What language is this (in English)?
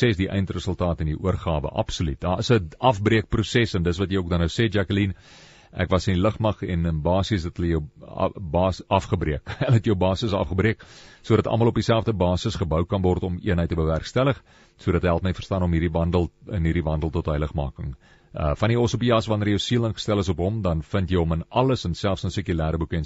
Afrikaans